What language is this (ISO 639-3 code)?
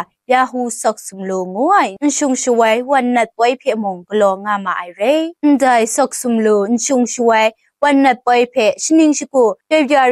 kac